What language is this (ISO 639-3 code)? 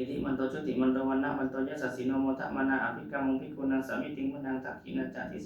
pli